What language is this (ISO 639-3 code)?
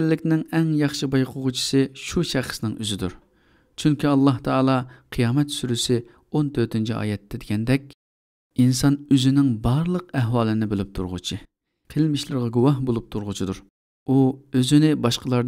uig